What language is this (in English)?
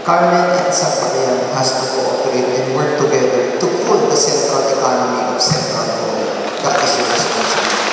Cebuano